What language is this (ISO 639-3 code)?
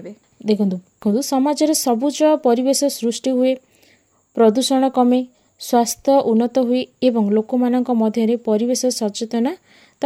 ori